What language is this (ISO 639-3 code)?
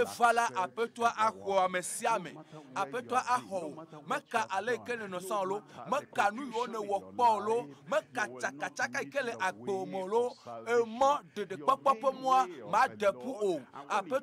ewe